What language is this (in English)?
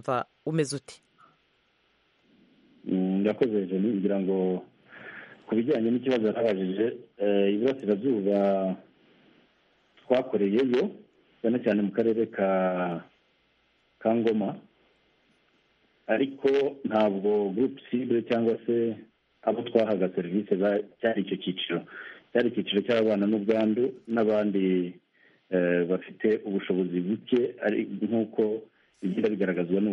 Kinyarwanda